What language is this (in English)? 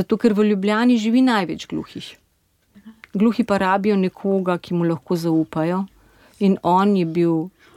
Slovenian